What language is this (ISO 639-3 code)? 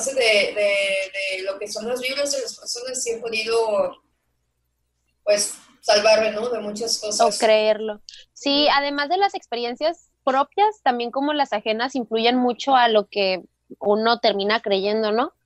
spa